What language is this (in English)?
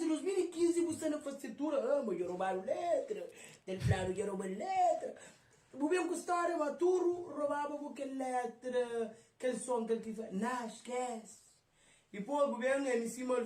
Kabuverdianu